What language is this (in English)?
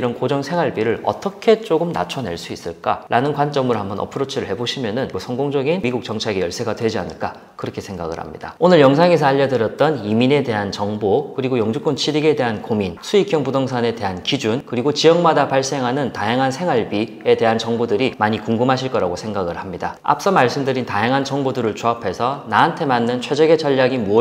Korean